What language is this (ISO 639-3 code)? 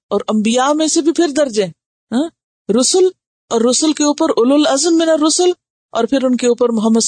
urd